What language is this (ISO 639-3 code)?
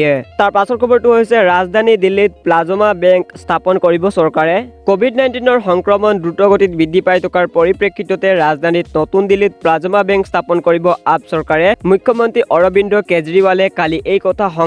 asm